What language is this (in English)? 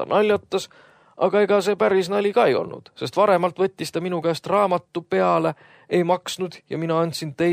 Estonian